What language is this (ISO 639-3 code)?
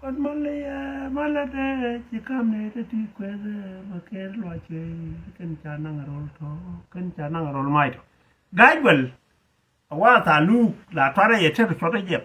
nus